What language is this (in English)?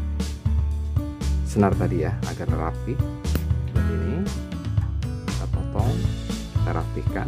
Indonesian